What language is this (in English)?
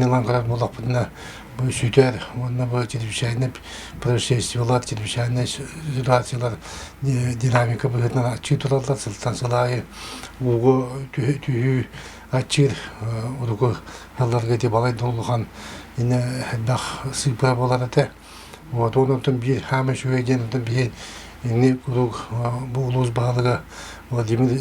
Yakut